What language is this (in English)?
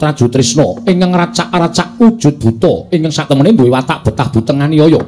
Javanese